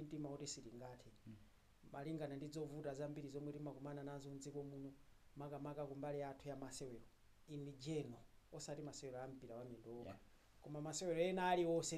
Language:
Nyanja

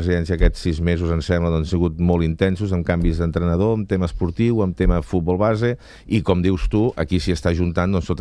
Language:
Catalan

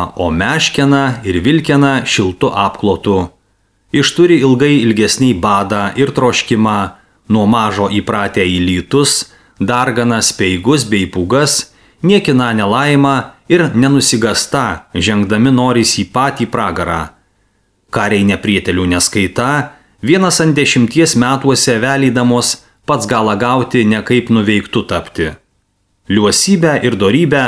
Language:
Lithuanian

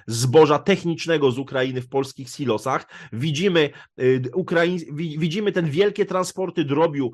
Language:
Polish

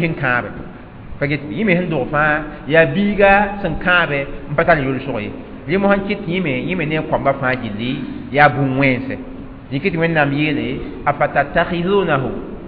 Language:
Mossi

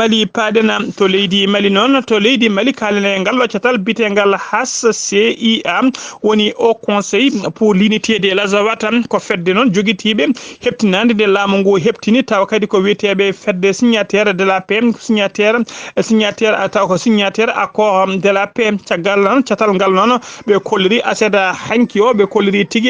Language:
Fula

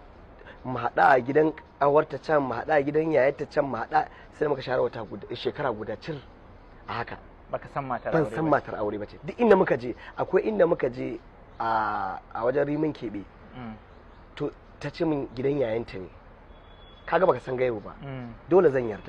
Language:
Hausa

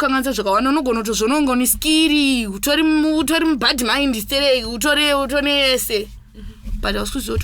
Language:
Shona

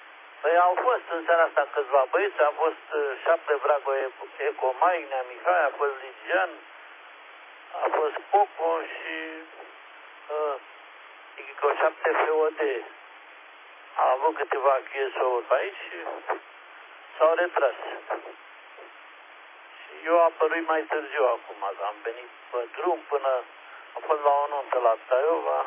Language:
Romanian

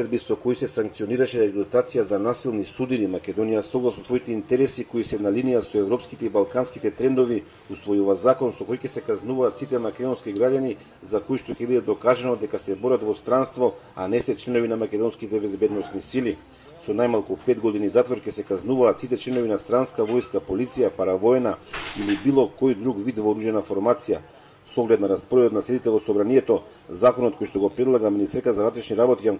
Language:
Macedonian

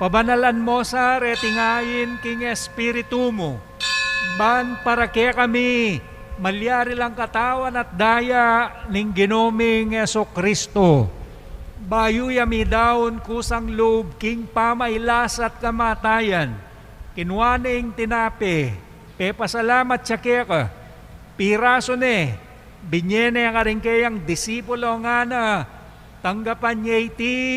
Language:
Pampanga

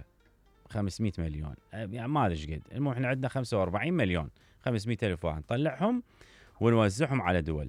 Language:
Mesopotamian Arabic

